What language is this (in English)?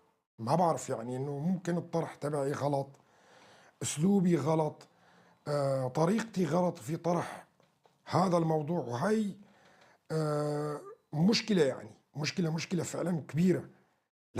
North Levantine Arabic